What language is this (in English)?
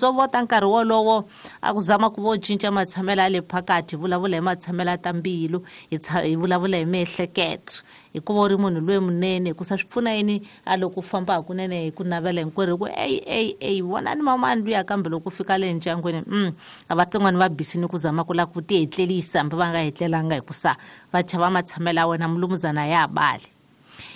Tsonga